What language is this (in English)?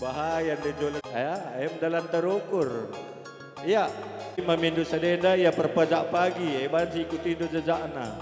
Batak Karo